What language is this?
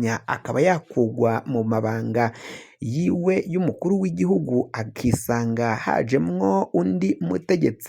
Rundi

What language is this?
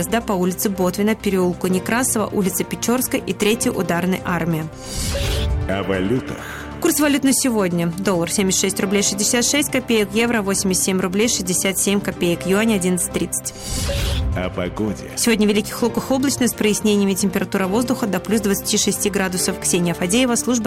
Russian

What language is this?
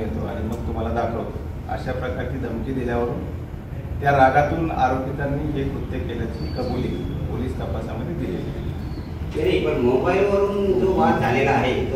Marathi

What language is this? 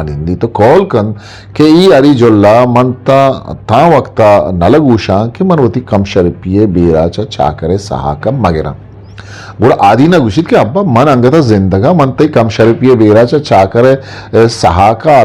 Eastern Balochi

